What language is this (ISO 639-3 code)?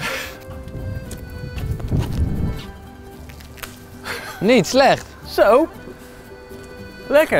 nld